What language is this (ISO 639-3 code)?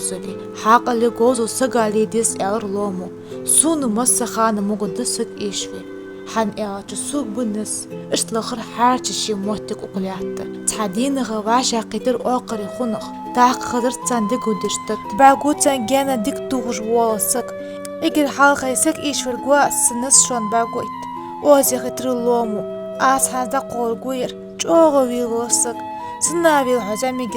inh